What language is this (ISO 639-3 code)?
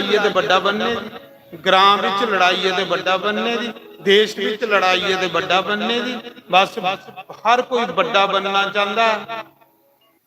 doi